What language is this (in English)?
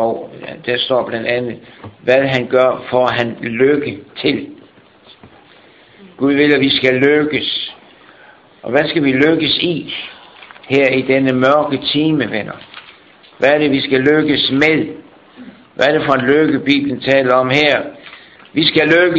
Danish